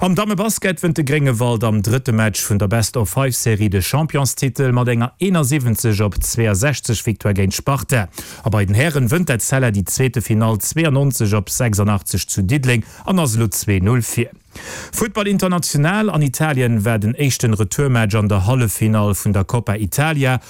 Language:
Luxembourgish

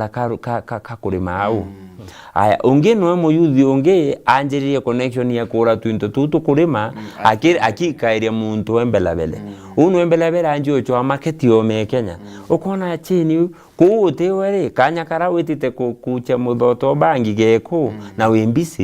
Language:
Meru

